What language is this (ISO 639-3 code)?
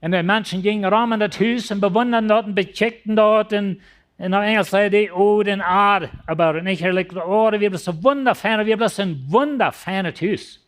pdt